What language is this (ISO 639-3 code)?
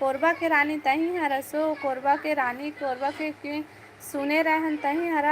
hne